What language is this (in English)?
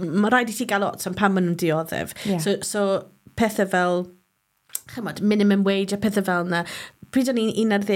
Welsh